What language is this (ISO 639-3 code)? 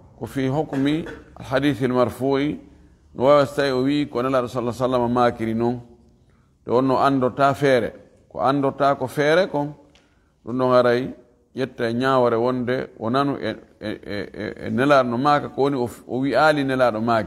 ful